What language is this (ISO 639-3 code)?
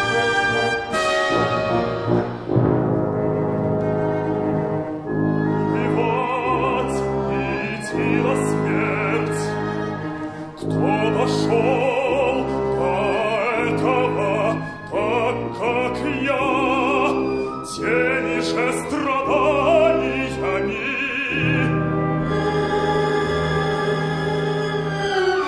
rus